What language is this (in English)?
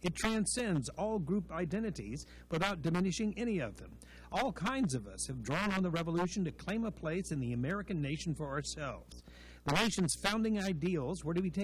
English